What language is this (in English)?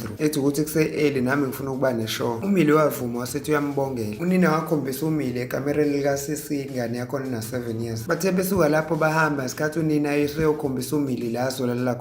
Zulu